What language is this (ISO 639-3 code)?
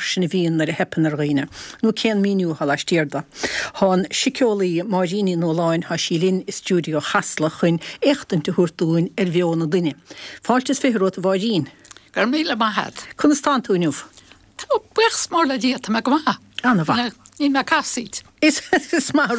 gle